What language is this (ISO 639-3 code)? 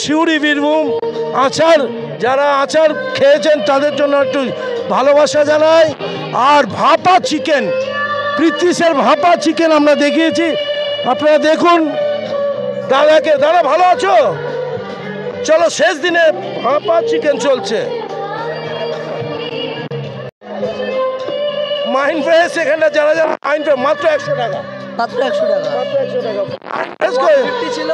ben